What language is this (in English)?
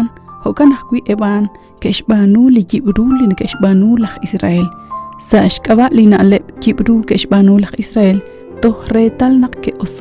Kekchí